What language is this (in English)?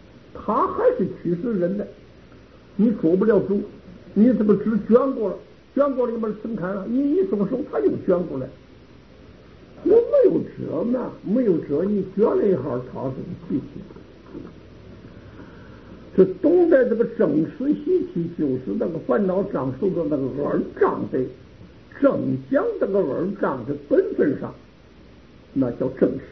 Chinese